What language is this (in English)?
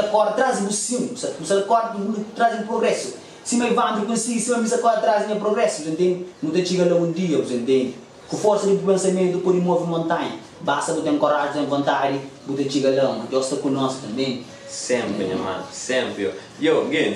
Kabuverdianu